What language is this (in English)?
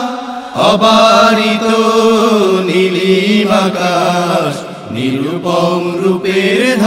Bangla